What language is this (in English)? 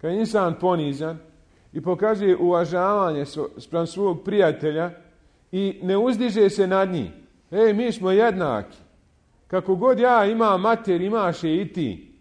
Bosnian